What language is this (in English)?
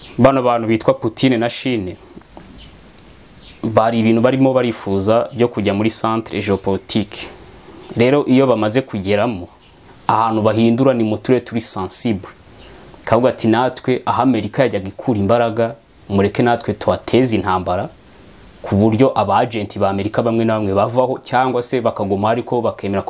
Kinyarwanda